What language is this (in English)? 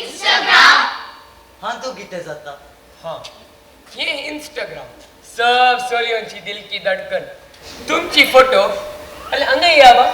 Konkani